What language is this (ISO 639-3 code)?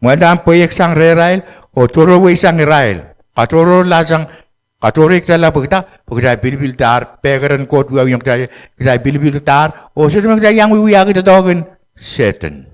pon